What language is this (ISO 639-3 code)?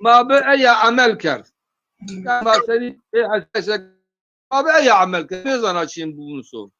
zza